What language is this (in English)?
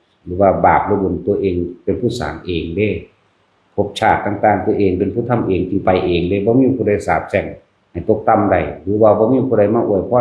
Northeastern Thai